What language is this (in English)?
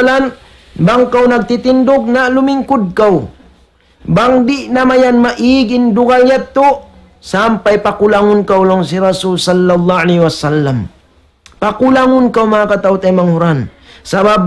Tausug